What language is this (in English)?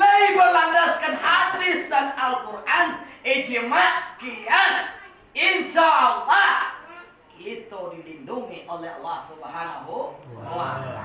Minangkabau